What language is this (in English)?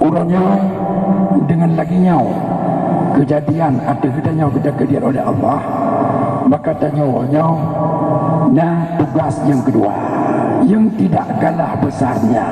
Achinese